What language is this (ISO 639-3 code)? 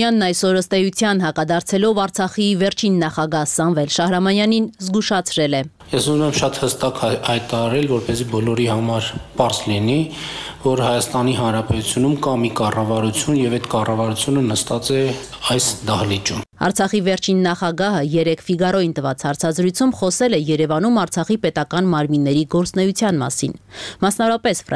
hye